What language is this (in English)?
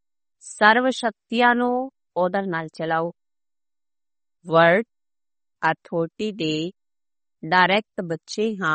Punjabi